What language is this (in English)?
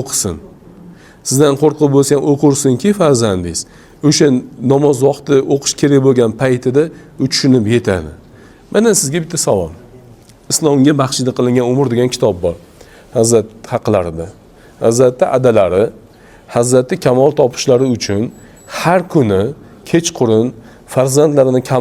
Uzbek